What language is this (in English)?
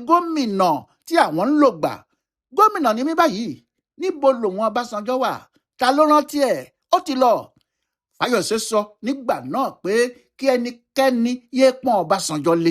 Yoruba